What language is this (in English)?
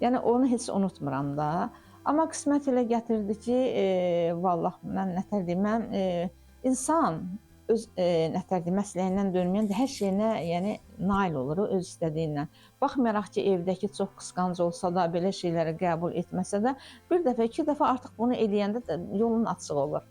Azerbaijani